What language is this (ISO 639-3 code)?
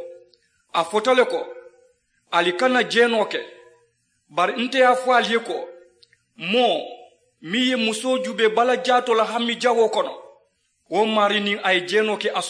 man